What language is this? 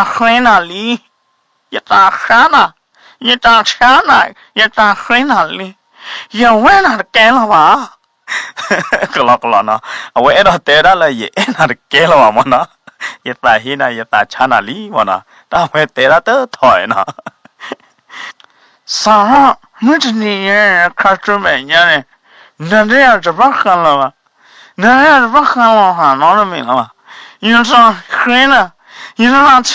S'gaw Karen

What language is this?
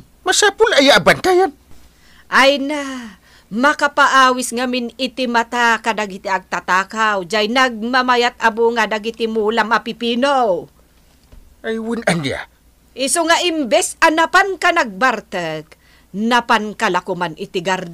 Iloko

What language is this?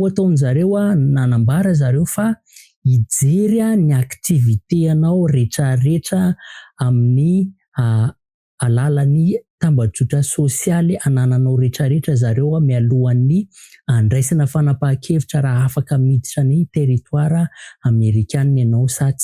Malagasy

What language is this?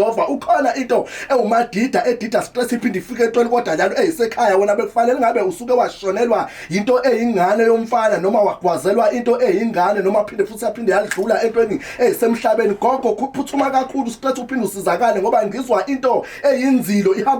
Zulu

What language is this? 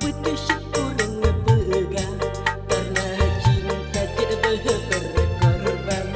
Achinese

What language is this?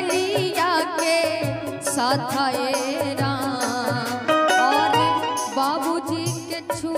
Bhojpuri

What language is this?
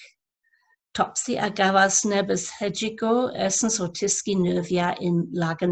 Cornish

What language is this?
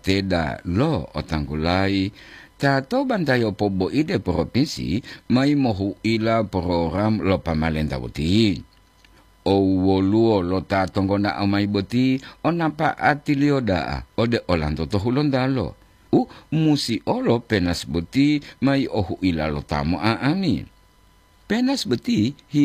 Gorontalo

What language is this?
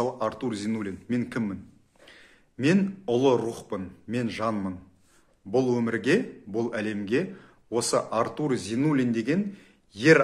Kazakh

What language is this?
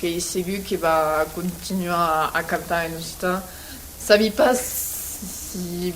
Occitan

